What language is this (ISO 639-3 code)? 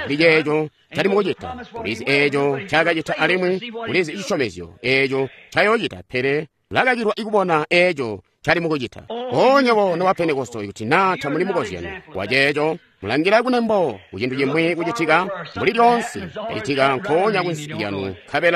toi